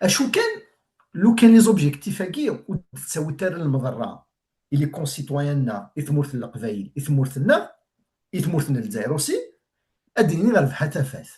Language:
Kabyle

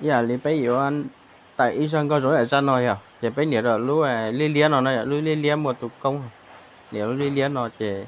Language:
Hmong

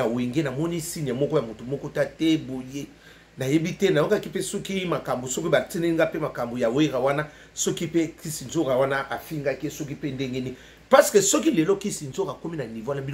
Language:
Lingala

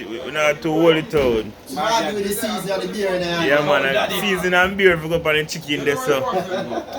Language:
Jamaican Creole English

